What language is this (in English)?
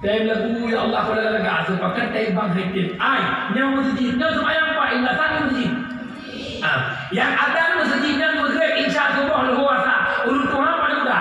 Achinese